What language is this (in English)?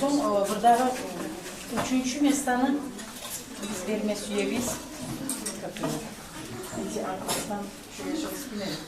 Kumyk